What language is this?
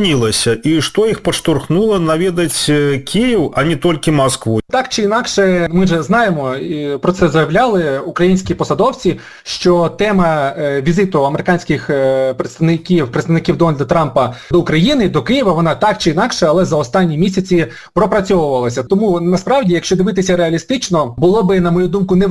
Ukrainian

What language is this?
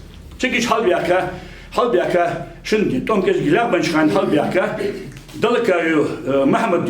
Ingush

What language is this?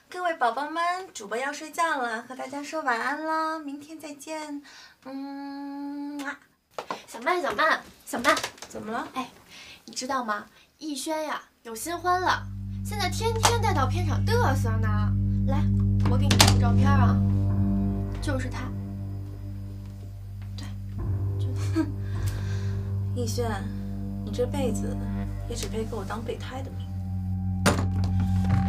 Chinese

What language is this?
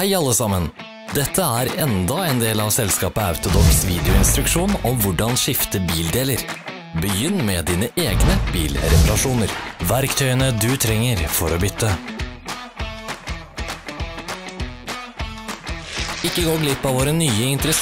Norwegian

